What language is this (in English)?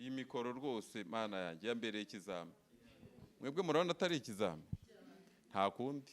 Kinyarwanda